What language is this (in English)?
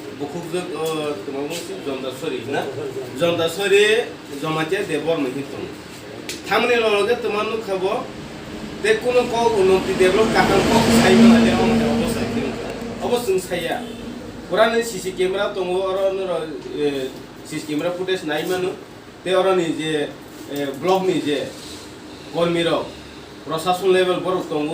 Kok Borok